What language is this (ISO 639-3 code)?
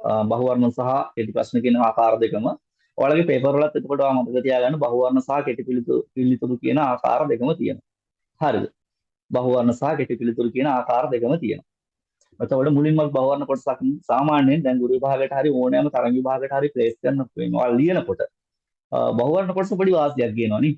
sin